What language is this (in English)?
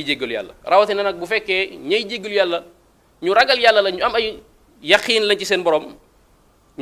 Wolof